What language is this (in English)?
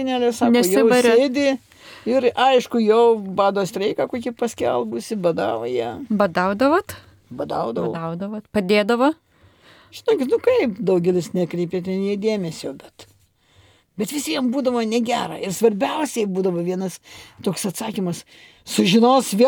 Lithuanian